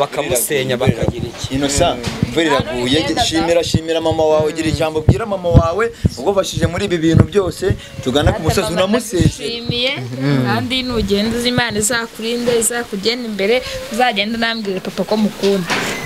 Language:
Kinyarwanda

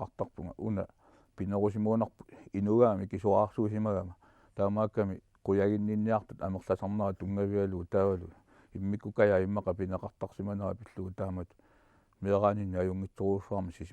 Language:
Kalaallisut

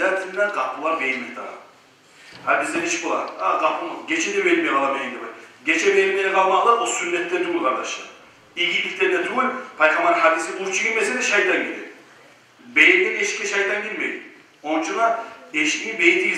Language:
Kumyk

